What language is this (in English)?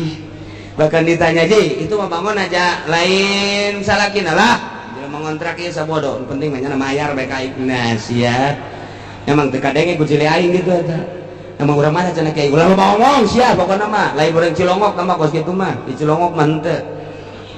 Sundanese